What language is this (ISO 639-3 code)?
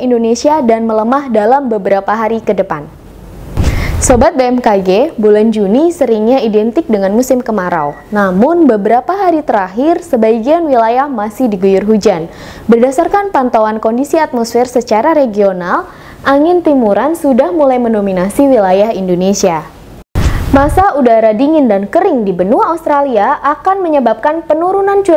ind